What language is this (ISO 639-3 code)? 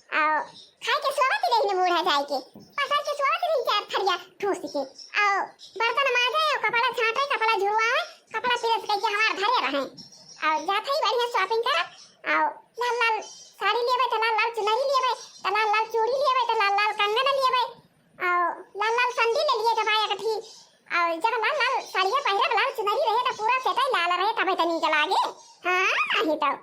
awa